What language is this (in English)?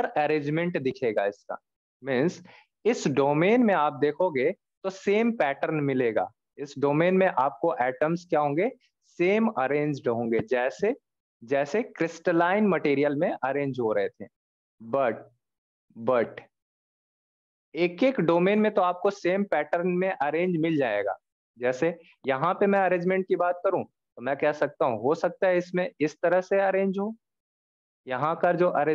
Hindi